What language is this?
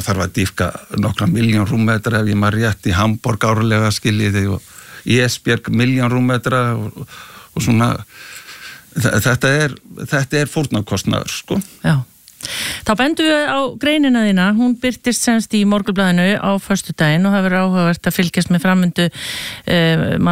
Icelandic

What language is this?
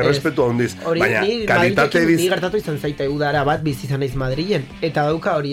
Basque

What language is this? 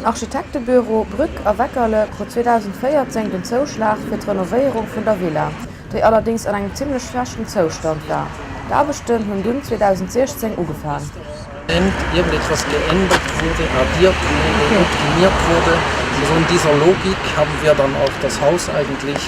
Luxembourgish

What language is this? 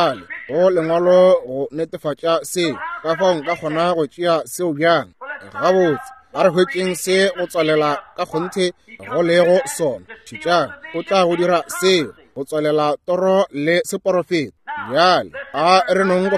Northern Sotho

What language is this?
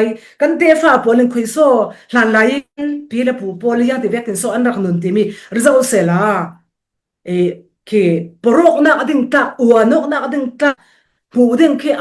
Falam Chin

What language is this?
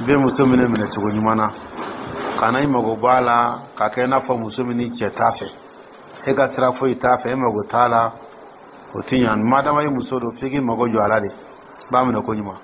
Dyula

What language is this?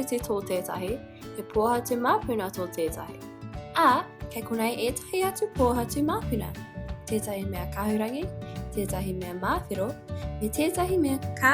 Māori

